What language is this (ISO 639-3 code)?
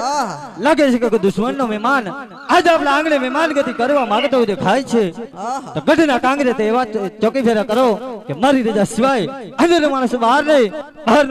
guj